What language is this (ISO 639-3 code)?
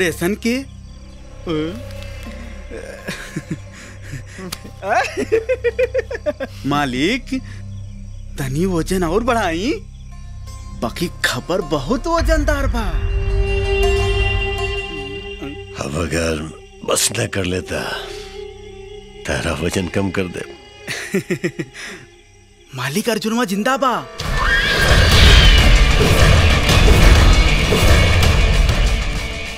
bho